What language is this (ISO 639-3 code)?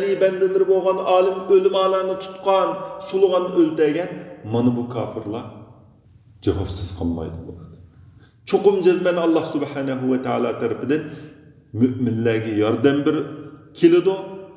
uig